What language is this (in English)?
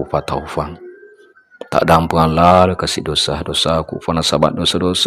Buginese